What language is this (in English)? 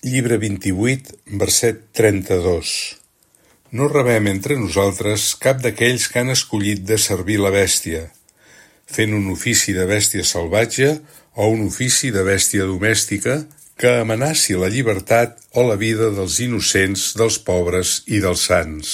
Catalan